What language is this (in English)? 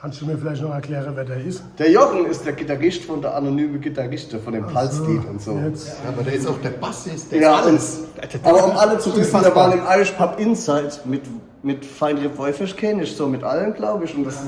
Palatine German